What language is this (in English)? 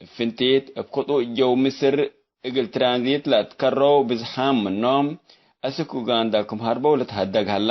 Tigre